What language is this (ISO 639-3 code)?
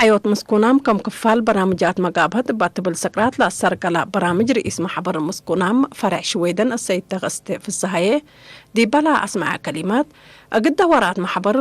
tig